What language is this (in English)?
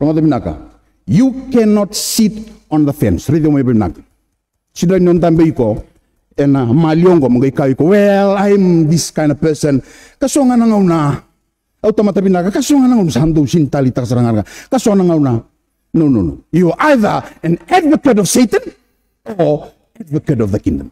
Fijian